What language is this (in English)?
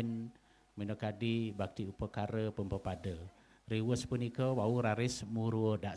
Balinese